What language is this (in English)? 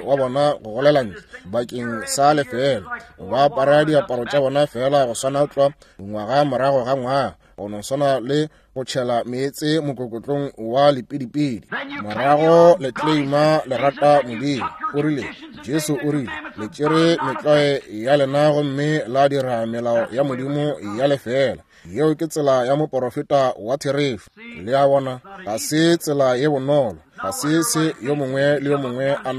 Northern Sotho